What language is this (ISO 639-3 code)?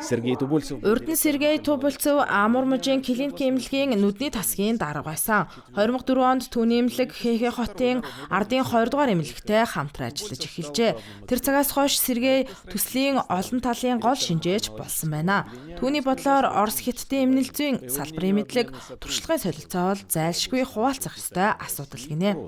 mon